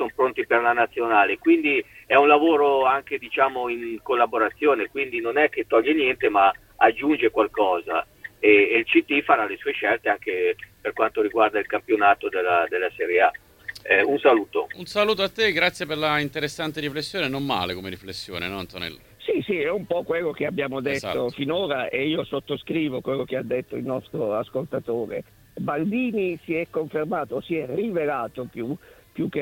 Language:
Italian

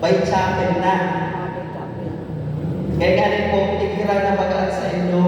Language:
Bikol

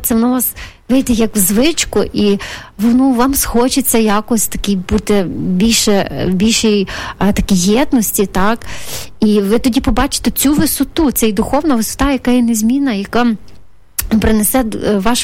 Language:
Ukrainian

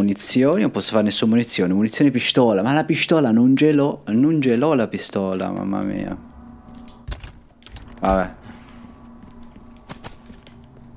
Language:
Italian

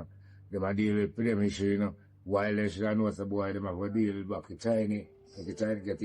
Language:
Jamaican Creole English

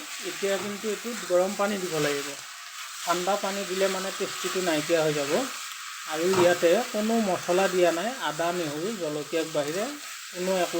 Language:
Assamese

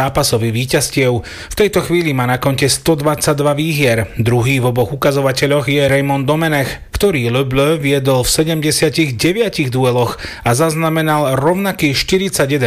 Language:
Slovak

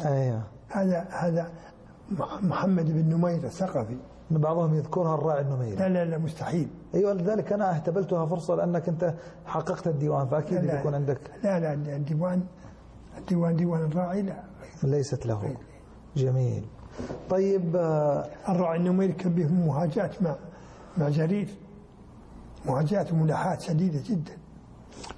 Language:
Arabic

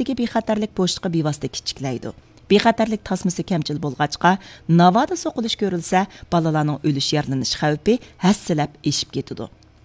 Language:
Uyghur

